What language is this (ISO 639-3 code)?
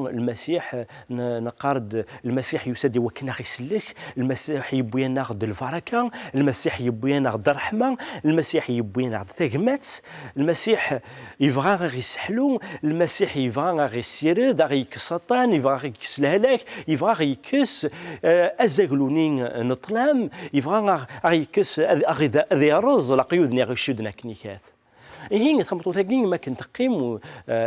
kab